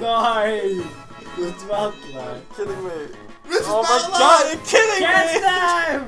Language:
Faroese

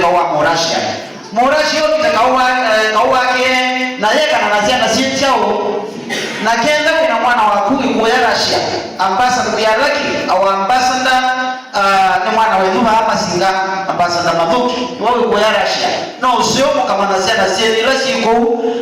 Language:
Kamba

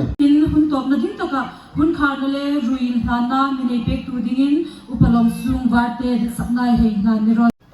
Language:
Hmar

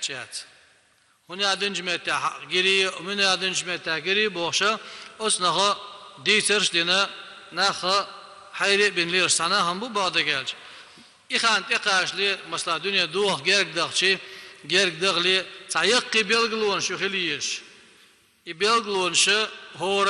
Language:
Chechen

